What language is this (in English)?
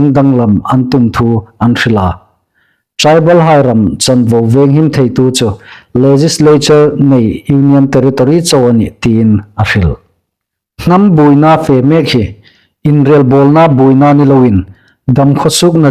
Hmar